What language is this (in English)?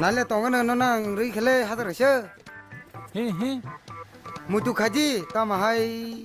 Kok Borok